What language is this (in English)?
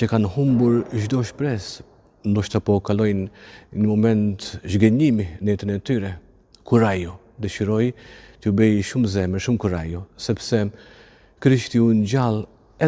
Albanian